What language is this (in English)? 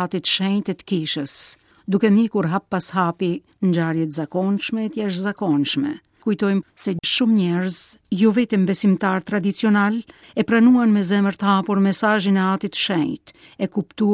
Albanian